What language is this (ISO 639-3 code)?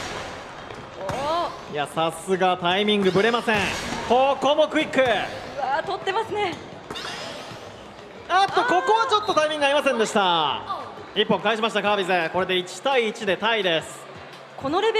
jpn